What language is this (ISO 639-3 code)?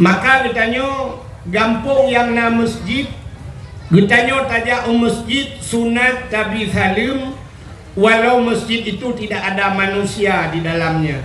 ace